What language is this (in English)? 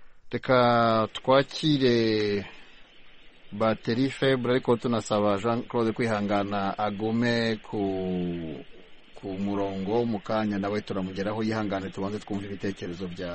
Kinyarwanda